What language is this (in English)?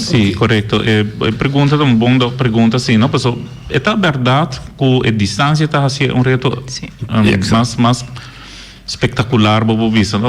Papiamento